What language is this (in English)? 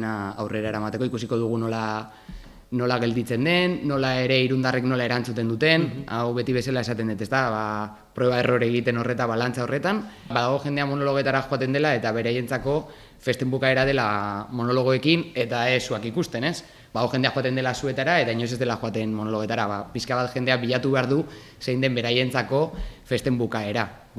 Basque